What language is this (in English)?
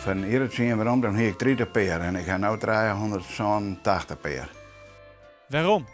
Western Frisian